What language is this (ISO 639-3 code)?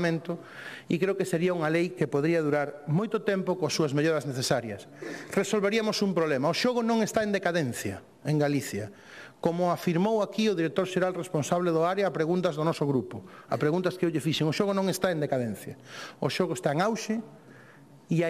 glg